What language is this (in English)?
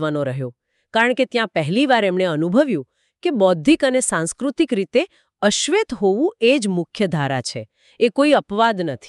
Gujarati